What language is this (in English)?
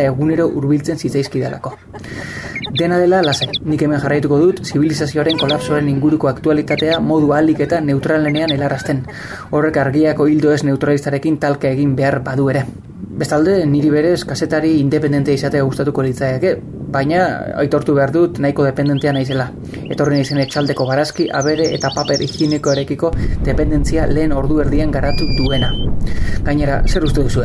Basque